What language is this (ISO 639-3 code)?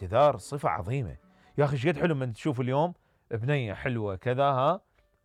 acm